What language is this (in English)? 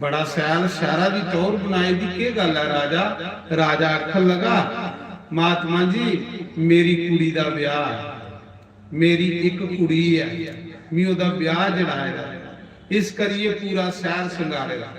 Dogri